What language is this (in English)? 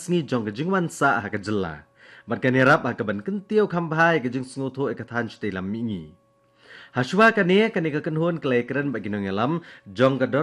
Khasi